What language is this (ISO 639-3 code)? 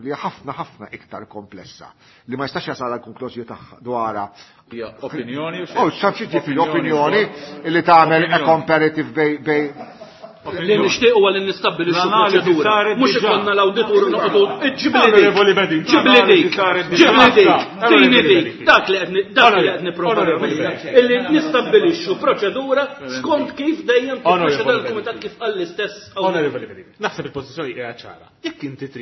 mlt